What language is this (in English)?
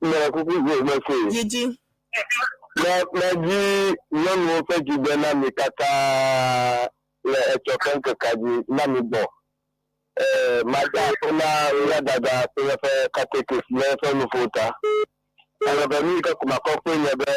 Ewe